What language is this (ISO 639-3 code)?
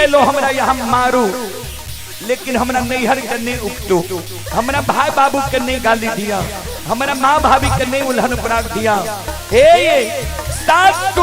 mai